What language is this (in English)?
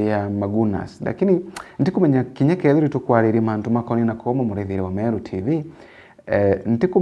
Meru